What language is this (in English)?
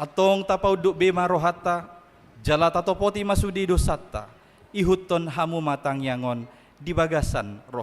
Batak Toba